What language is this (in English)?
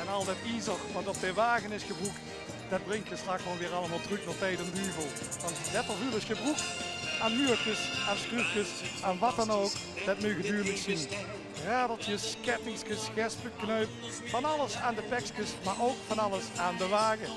Limburgish